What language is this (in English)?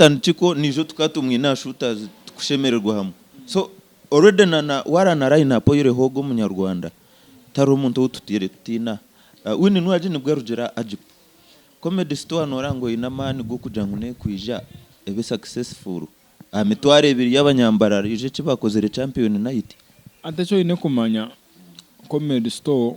Nyankole